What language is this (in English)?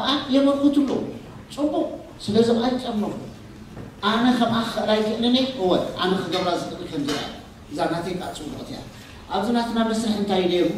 Tigrinya